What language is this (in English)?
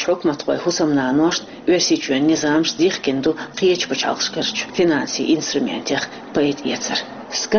Chechen